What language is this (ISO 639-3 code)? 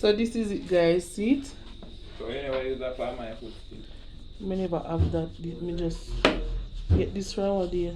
jam